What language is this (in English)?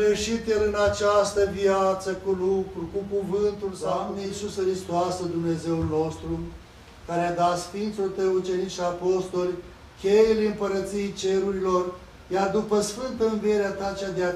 Romanian